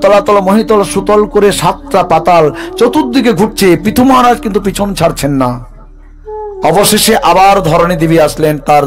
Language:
Bangla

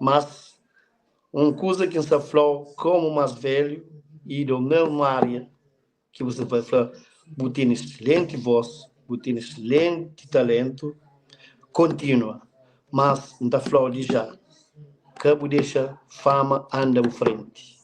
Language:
Kabuverdianu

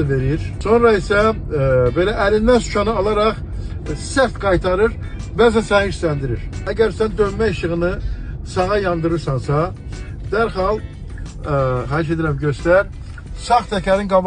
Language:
Azerbaijani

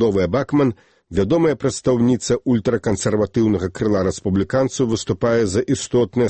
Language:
Belarusian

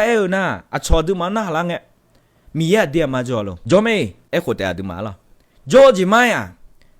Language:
Akha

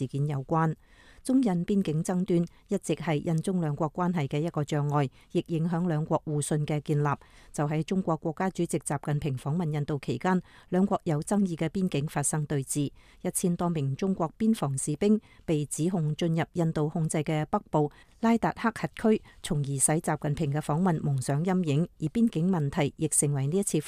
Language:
Cantonese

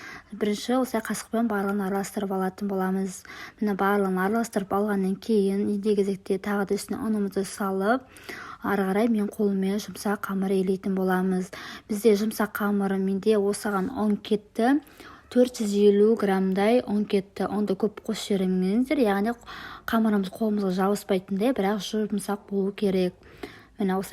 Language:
Kazakh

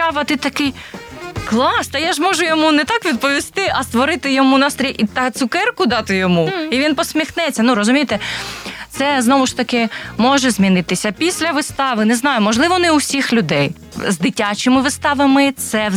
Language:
Ukrainian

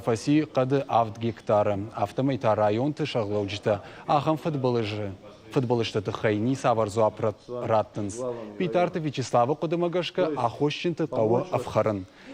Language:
Ossetic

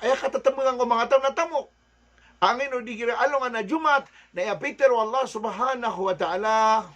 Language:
Maranao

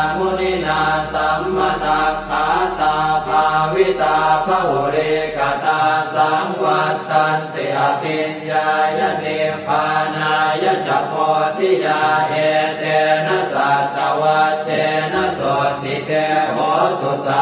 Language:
Pali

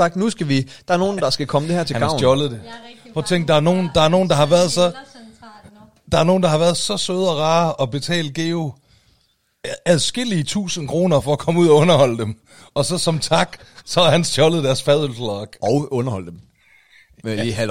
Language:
Danish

